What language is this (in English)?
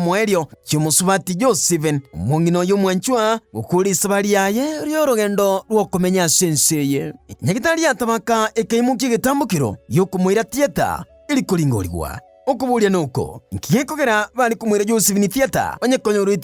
Gusii